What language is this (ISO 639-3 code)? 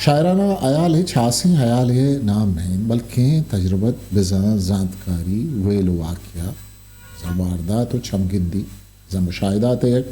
bgp